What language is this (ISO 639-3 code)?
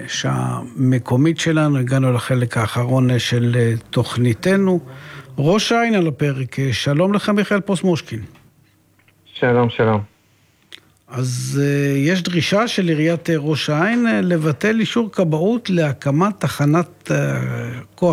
heb